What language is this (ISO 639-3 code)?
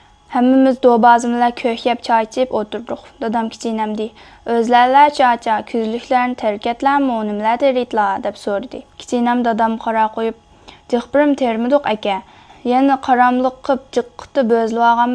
uig